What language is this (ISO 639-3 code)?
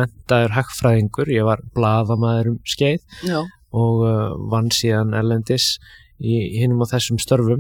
isl